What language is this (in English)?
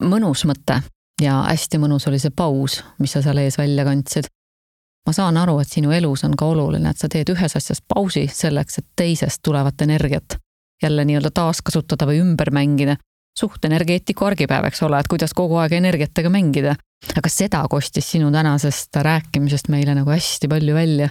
Estonian